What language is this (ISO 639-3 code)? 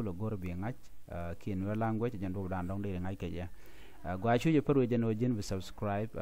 nus